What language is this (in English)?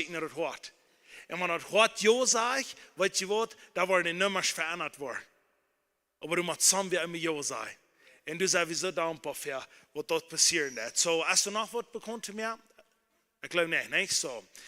Plautdietsch